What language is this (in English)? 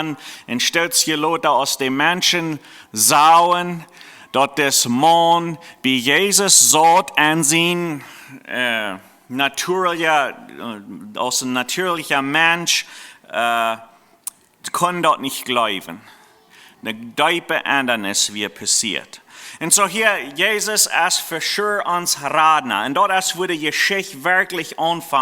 Plautdietsch